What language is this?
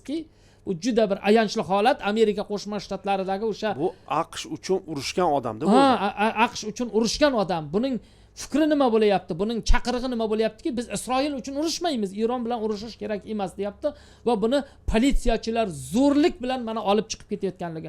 Uzbek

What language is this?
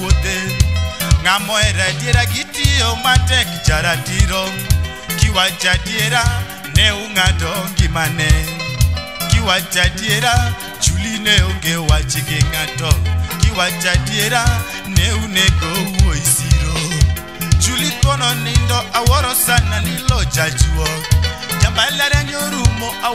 Luo (Kenya and Tanzania)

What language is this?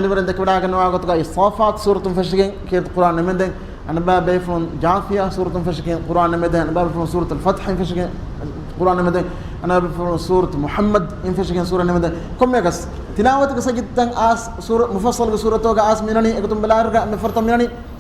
Divehi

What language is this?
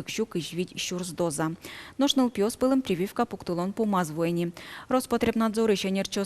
Udmurt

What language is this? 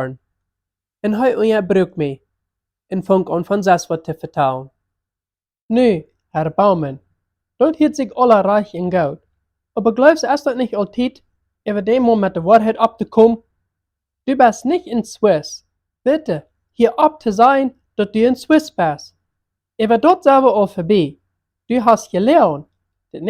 Plautdietsch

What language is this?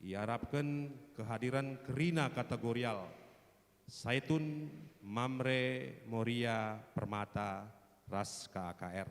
Batak Karo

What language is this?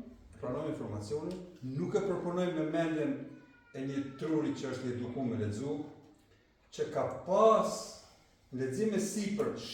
Albanian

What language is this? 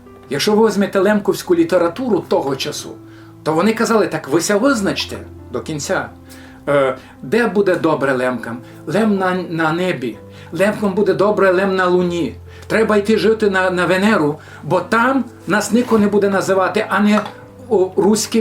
Rusyn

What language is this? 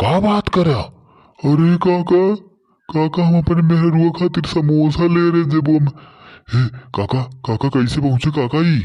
Awadhi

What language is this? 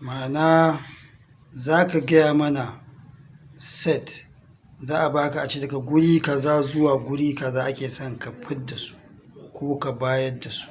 Hausa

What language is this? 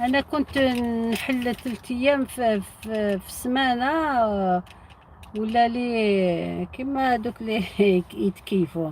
Algerian Arabic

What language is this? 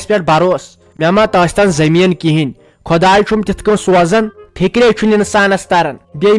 Kashmiri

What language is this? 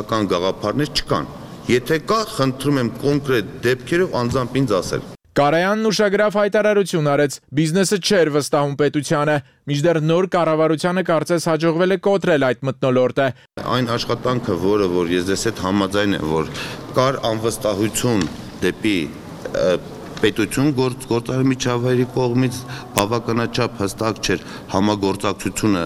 Armenian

